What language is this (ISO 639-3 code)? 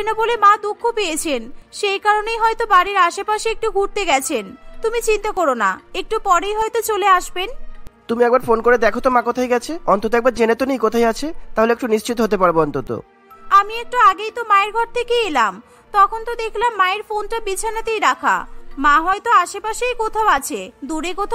ben